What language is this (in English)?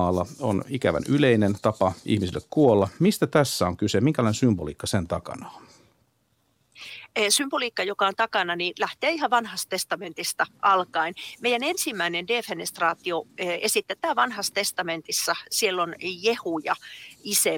Finnish